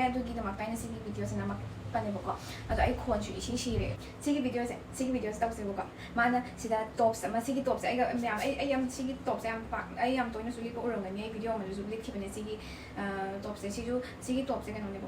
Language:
Manipuri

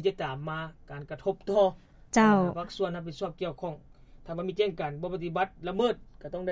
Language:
Lao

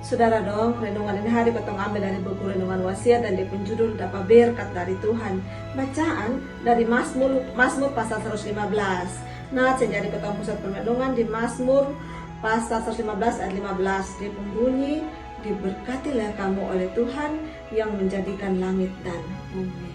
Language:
Kupang Malay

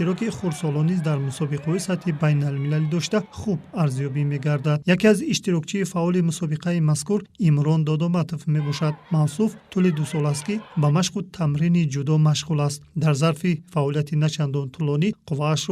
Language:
Tajik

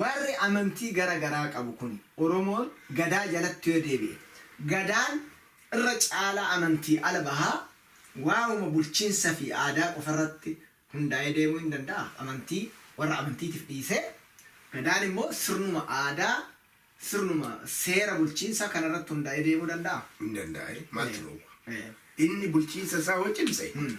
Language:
Oromo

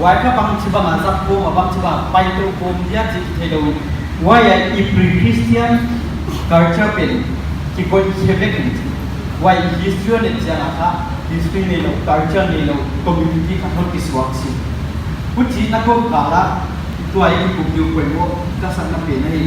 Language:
Paite Chin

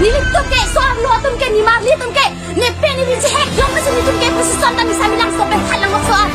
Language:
Karbi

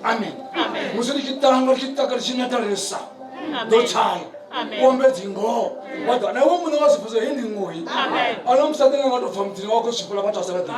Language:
Venda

